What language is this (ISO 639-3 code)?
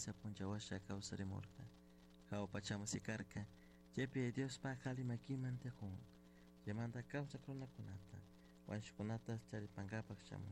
qug